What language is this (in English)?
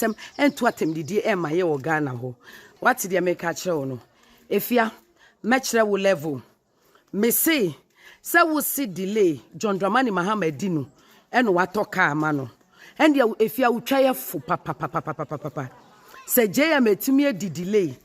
Akan